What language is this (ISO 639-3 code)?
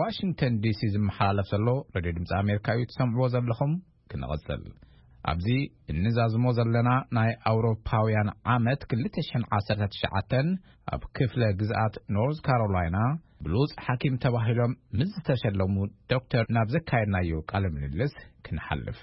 tir